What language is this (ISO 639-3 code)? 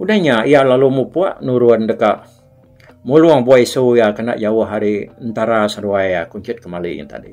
iba